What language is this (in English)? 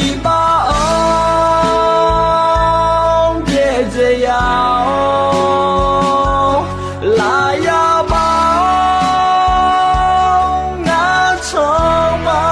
Akha